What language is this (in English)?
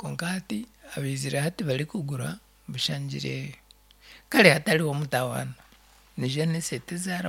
Nyankole